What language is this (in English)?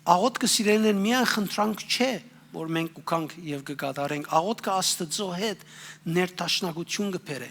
Western Armenian